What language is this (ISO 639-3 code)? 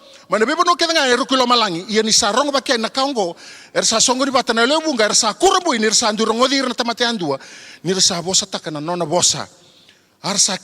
fij